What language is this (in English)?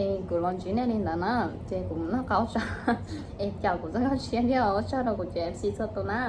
Hmong